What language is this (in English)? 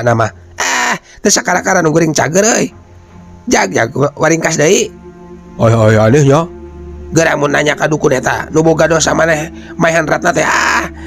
Sundanese